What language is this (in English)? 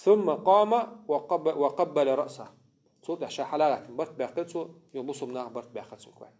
Chechen